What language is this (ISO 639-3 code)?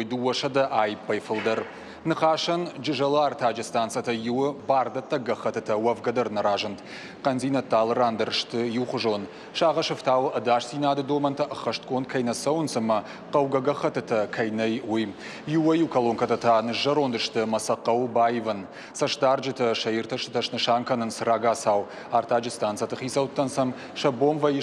oss